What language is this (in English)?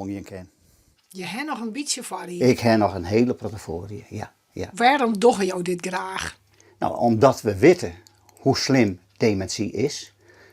Western Frisian